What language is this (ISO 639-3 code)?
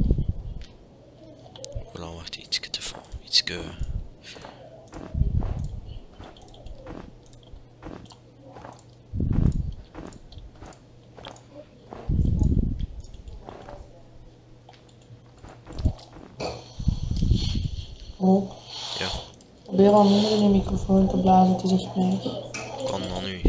nld